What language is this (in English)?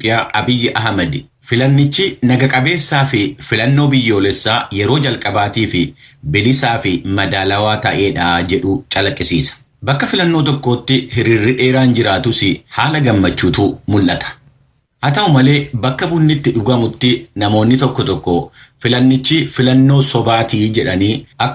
Oromo